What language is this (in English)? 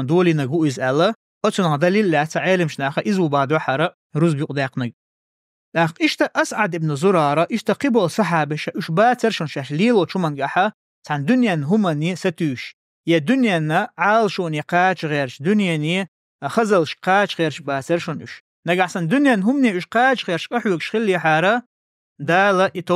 Chechen